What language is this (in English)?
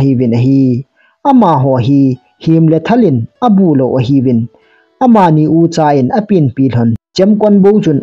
Thado Chin